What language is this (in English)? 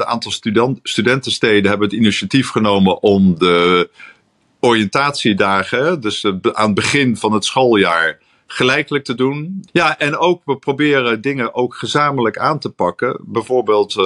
Dutch